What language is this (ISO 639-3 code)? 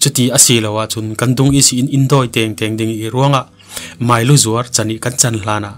cfm